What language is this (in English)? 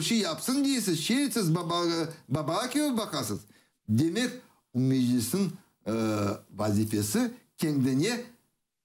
Crimean Tatar